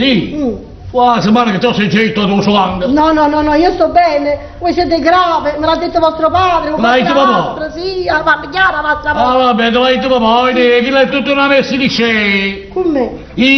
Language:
Neapolitan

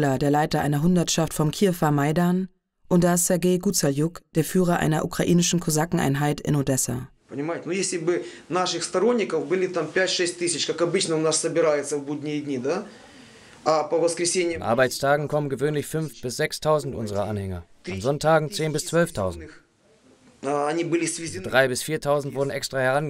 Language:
German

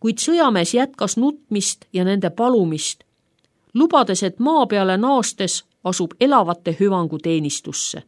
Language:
Estonian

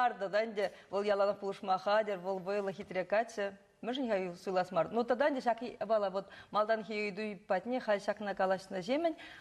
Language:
Chuvash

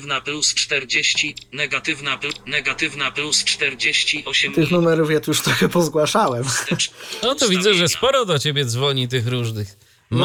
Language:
Polish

